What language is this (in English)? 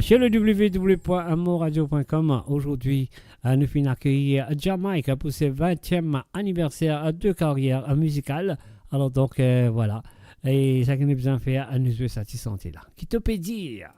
Morisyen